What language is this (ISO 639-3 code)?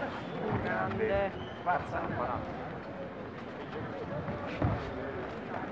ita